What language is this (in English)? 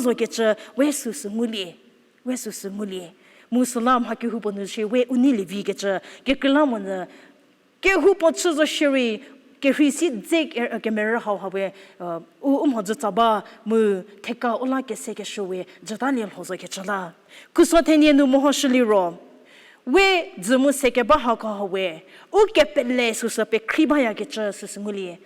Angami Naga